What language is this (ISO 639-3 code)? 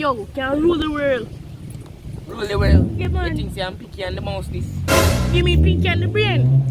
jam